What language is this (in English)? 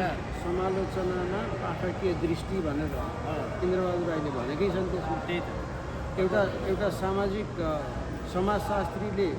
Nepali